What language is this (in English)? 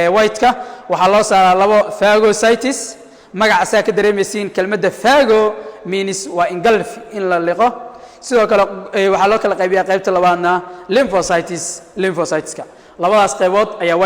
Somali